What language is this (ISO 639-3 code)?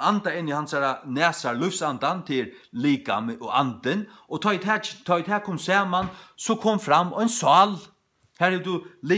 fao